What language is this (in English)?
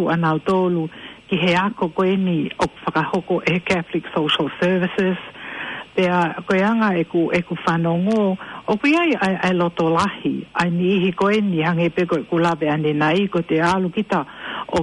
Tongan